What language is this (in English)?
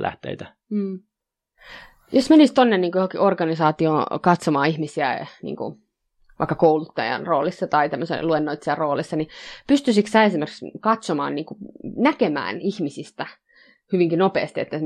Finnish